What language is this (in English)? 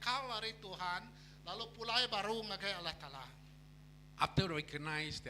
Iban